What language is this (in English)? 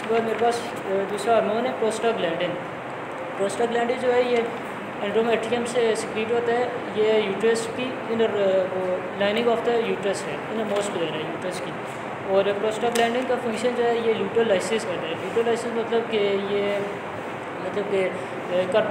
Hindi